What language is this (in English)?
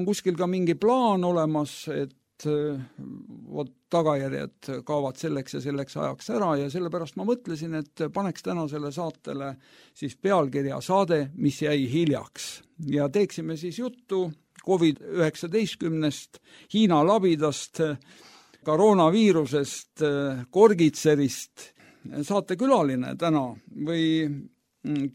Estonian